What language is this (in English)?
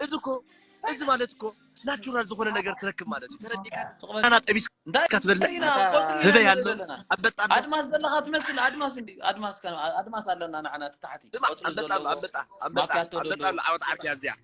Tigrinya